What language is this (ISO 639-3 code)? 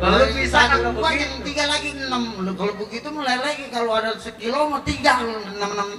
bew